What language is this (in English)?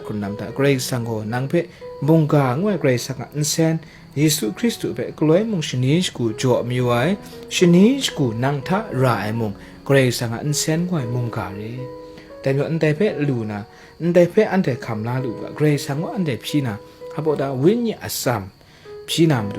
Kachin